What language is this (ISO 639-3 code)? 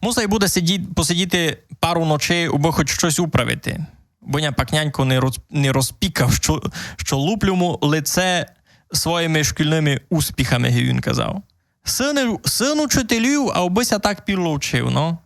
rue